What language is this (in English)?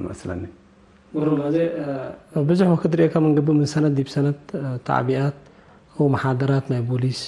Tigre